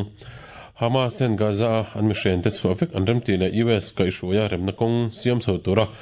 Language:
Mizo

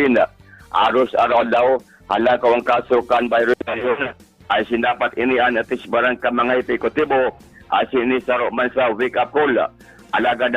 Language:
Bikol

